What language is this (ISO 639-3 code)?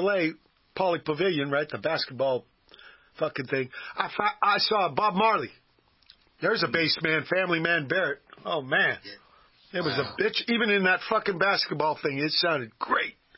eng